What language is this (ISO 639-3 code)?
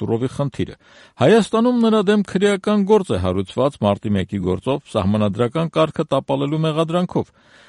hye